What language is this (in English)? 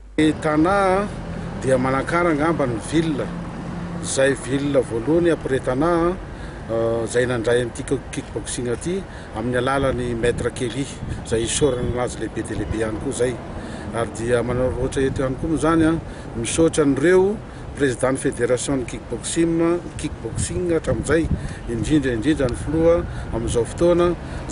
Malagasy